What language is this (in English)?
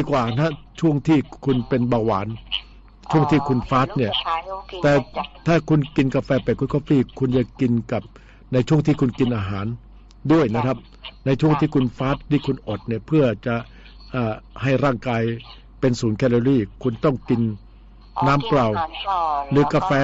Thai